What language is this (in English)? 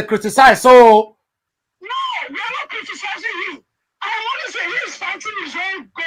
Nigerian Pidgin